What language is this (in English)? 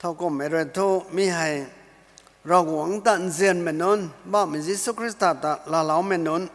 Rongmei Naga